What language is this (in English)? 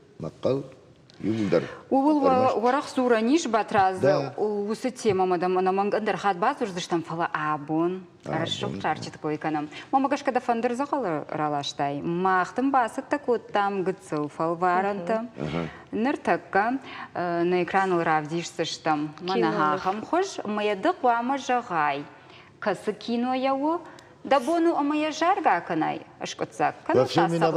Ossetic